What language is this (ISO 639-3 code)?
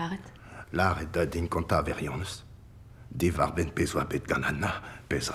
bre